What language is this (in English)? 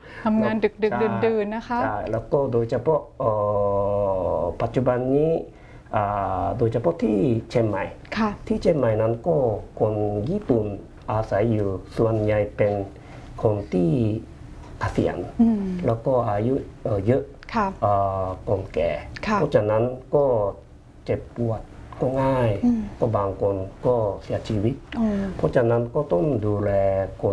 Thai